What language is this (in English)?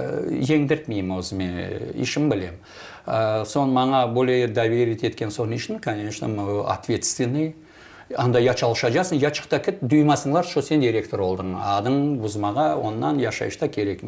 Crimean Tatar